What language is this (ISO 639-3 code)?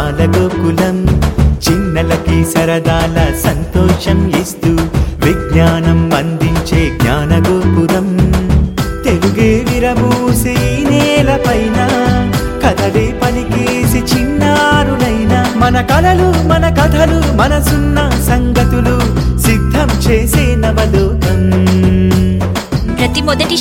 tel